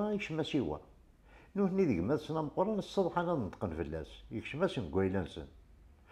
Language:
Kabyle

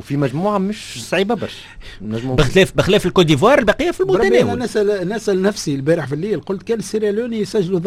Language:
Tunisian Arabic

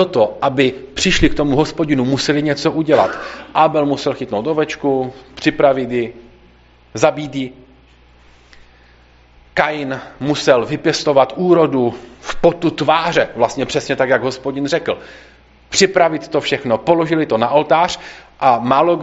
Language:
Czech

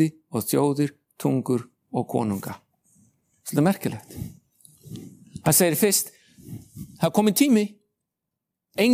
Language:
Icelandic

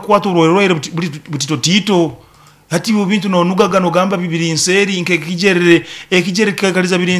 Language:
Nyoro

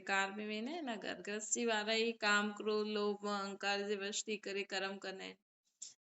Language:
Sindhi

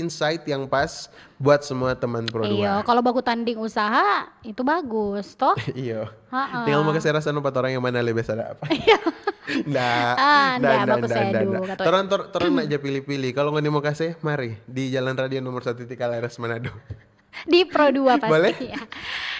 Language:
Manado Malay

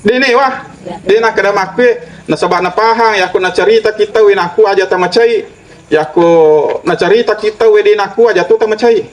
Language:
Buginese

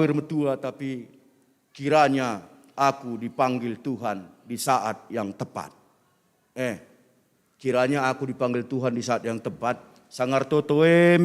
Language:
Batak Karo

